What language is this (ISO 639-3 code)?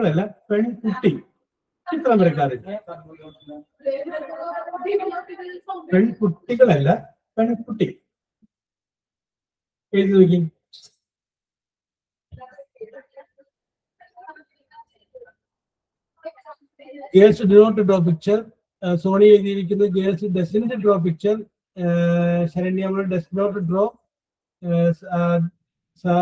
mal